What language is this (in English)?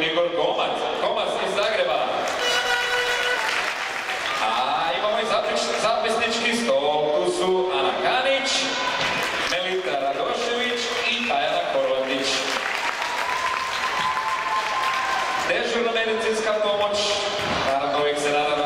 Croatian